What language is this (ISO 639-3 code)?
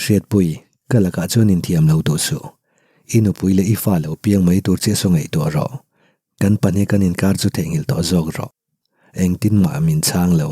lus